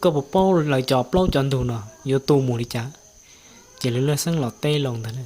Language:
Hmong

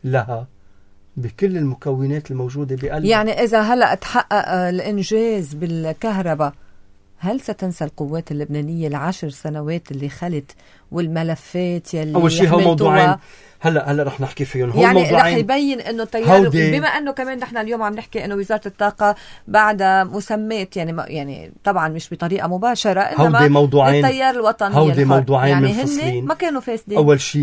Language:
North Levantine Arabic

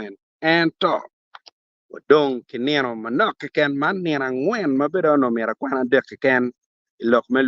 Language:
Acoli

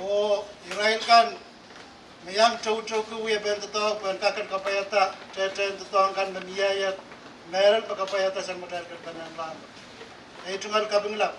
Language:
Pohnpeian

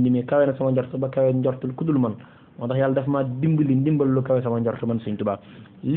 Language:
Wolof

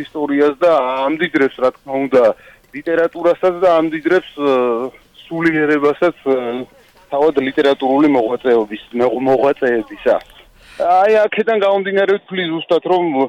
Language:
Georgian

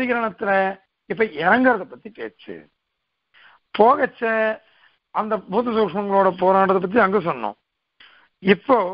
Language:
Tamil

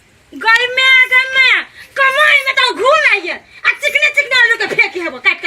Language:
Maithili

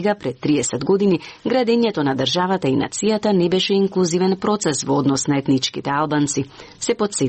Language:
Macedonian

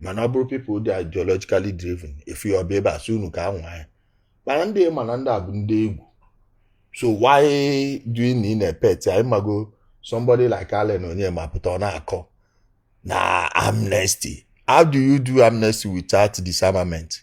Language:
Igbo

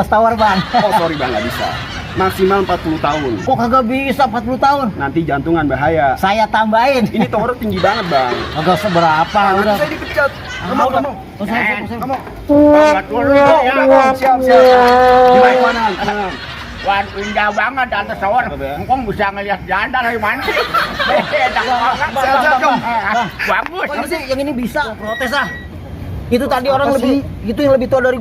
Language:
Betawi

